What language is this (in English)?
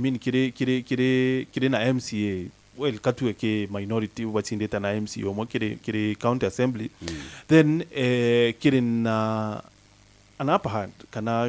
Meru